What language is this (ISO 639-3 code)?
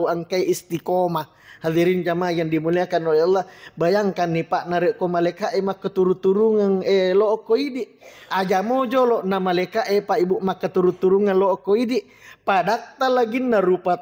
bug